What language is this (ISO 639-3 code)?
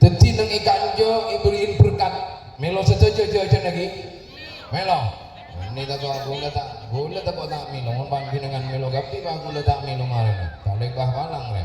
mad